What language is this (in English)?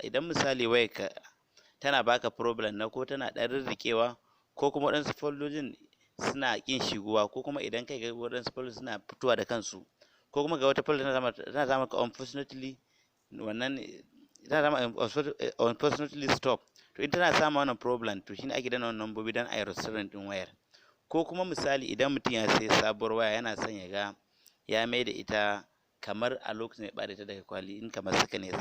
Hausa